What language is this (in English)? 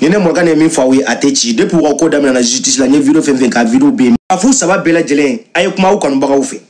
Bambara